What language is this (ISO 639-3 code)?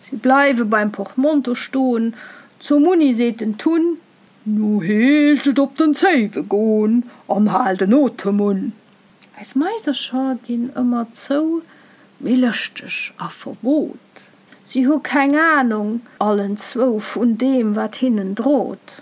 ltz